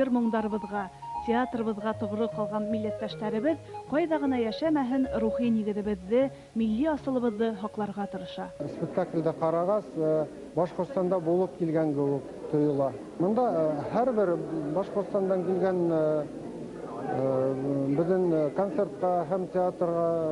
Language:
Bashkir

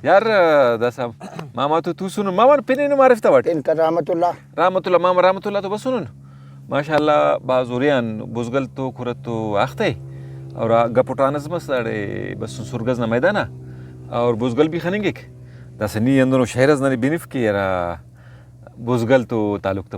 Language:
Brahui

